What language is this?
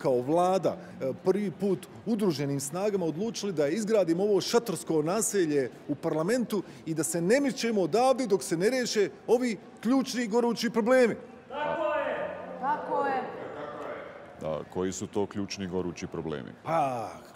Bosnian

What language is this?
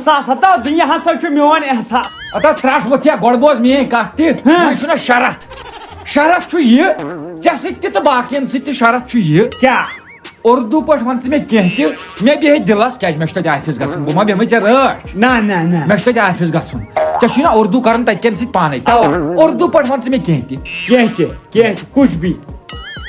Kashmiri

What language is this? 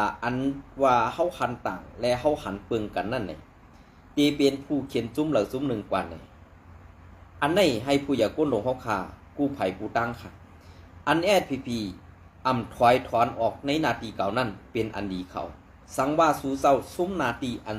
Shan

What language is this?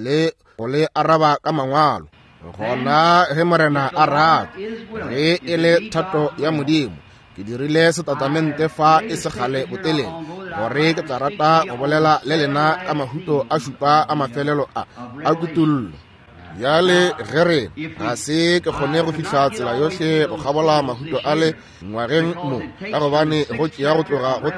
Northern Sotho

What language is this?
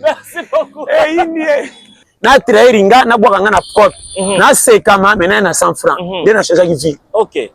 Lingala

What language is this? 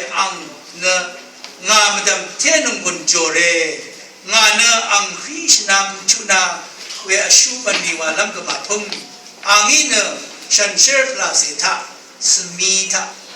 Rawang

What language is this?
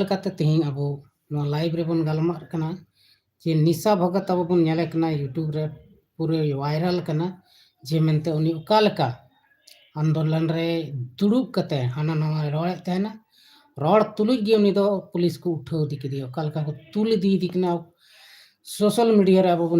Santali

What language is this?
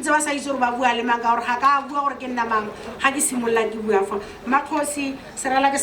Tswana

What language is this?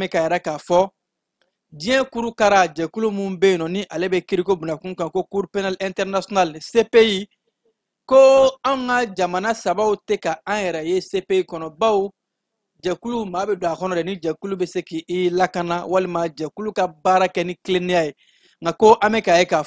Bambara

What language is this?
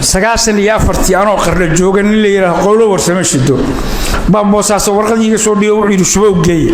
Somali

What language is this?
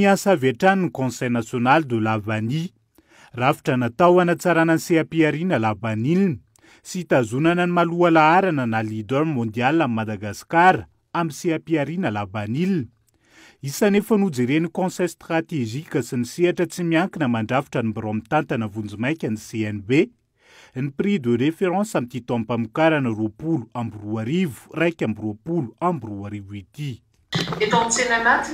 Malagasy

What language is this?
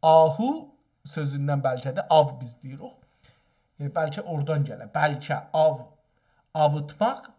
South Azerbaijani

